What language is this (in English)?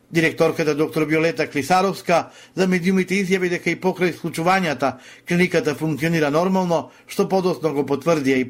Macedonian